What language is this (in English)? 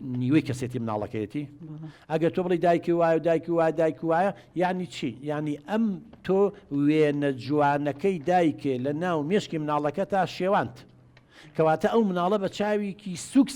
Central Kurdish